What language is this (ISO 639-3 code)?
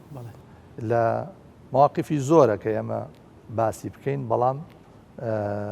ckb